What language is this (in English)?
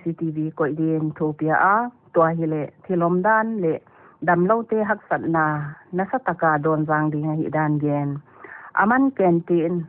Paite Chin